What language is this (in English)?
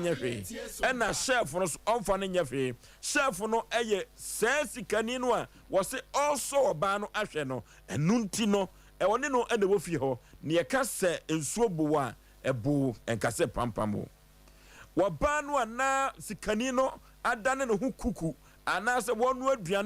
Akan